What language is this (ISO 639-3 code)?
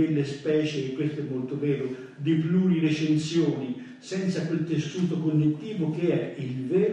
ita